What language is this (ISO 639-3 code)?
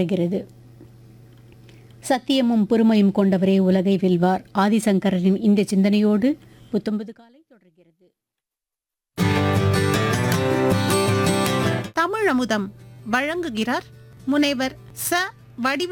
tam